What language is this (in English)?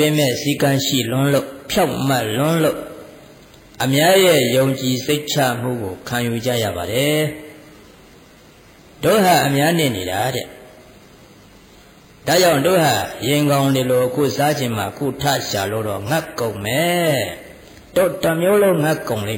Burmese